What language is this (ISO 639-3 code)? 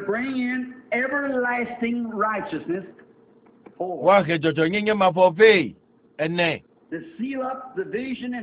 ewe